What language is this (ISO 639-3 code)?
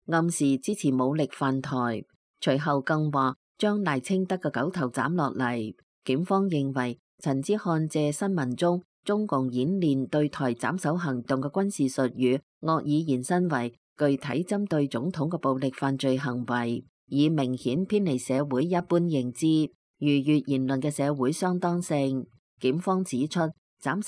yue